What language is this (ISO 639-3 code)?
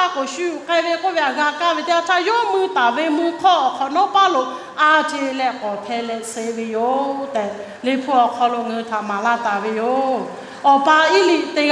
lhu